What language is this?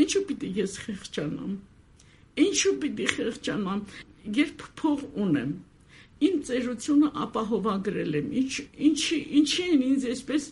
Armenian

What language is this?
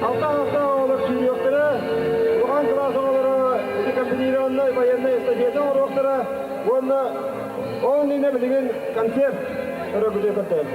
Yakut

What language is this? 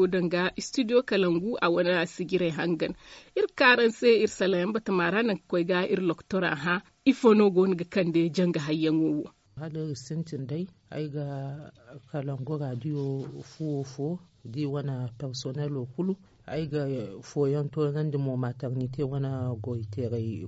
Zarma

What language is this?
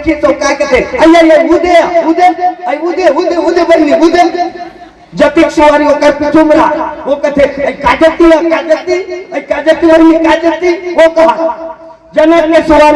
Chhattisgarhi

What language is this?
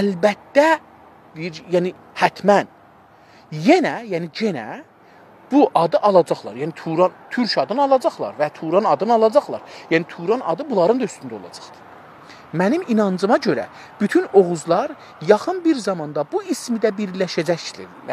South Azerbaijani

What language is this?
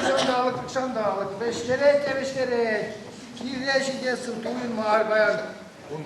Chuvash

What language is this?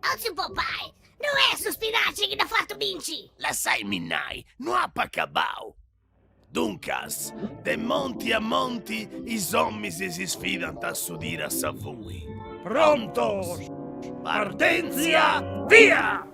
Sardinian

